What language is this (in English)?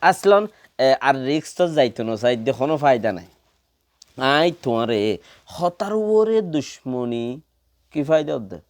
Rohingya